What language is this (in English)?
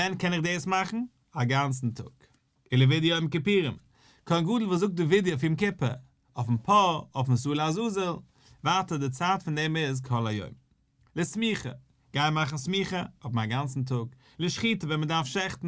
Yiddish